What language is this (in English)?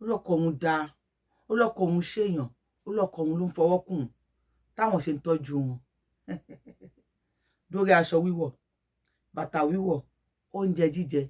Yoruba